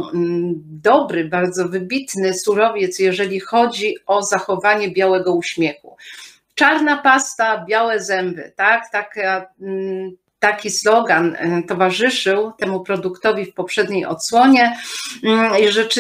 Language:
Polish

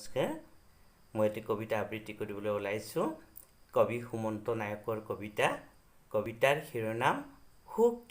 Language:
Assamese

